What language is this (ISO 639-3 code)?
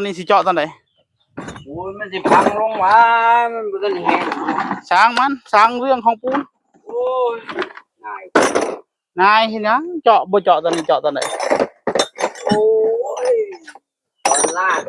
tts